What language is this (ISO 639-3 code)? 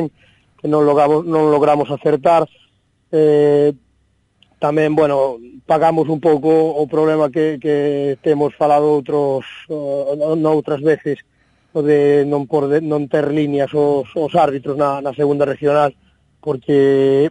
glg